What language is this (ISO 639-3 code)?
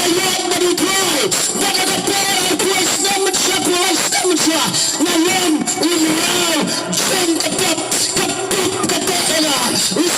kha